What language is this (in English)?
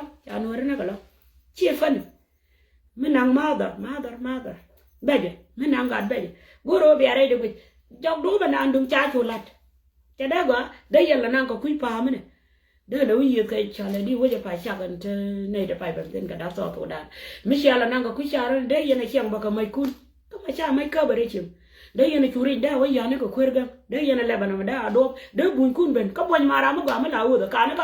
Nuer